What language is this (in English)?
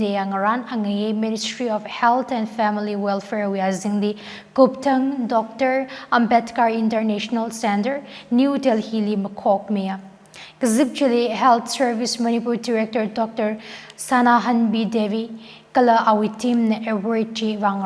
Tangkhul Naga (India)